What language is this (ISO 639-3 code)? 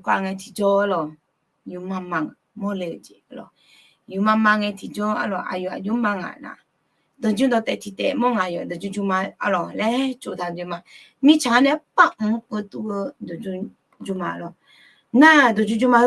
ahk